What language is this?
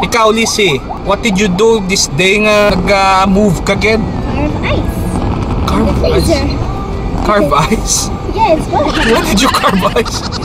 Hiligaynon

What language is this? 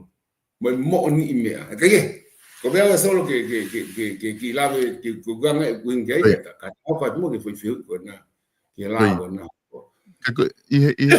Tongan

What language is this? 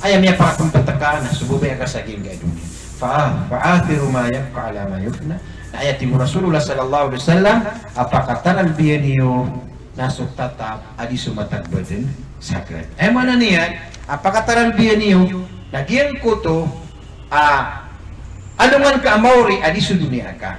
Maranao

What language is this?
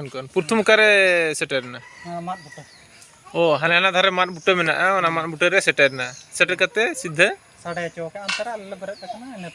Santali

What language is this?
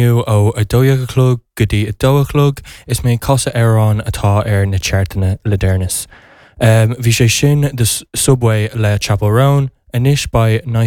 Irish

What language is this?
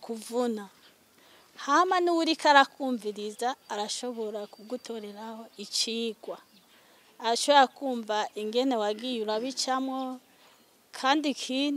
Rundi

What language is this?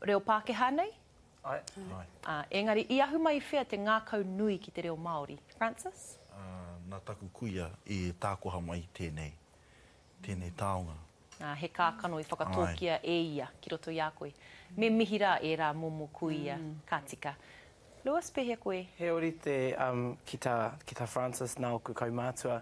Māori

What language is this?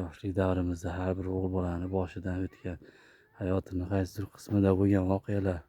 Uzbek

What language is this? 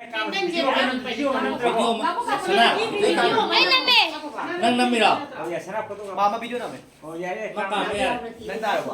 Manipuri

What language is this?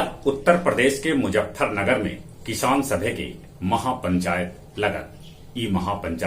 Magahi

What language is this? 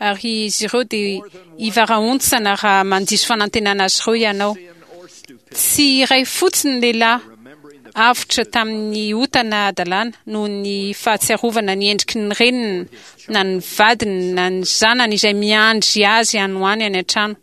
Malagasy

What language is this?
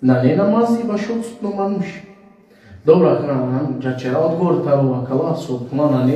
Balkan Romani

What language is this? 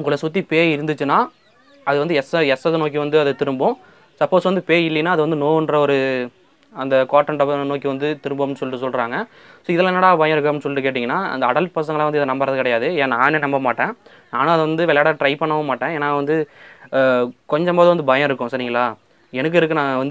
Tamil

